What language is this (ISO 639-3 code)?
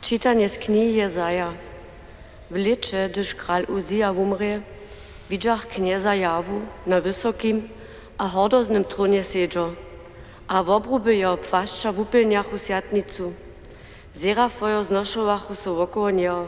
hsb